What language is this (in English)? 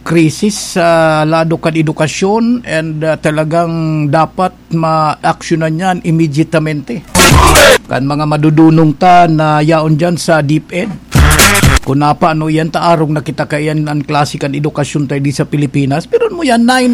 Bikol